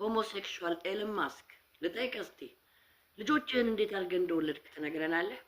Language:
Amharic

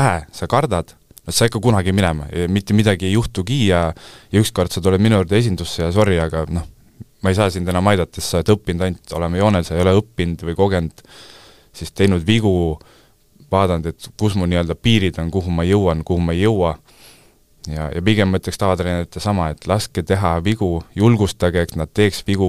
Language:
Estonian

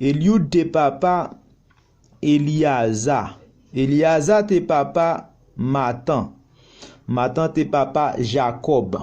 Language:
Haitian Creole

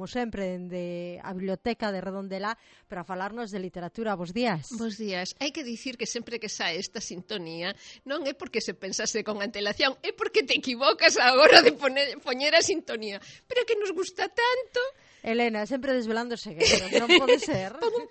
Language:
Galician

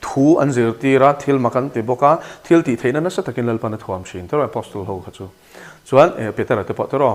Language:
Mizo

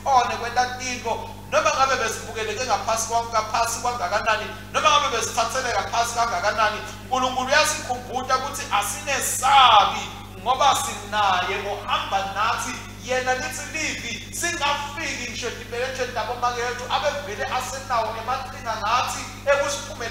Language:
Swati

